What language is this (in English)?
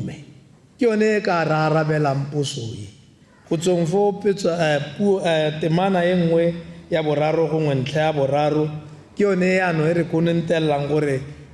Tswana